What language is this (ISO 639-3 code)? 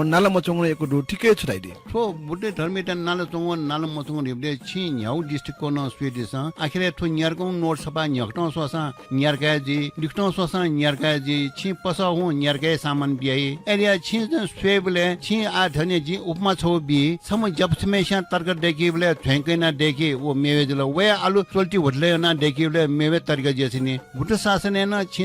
new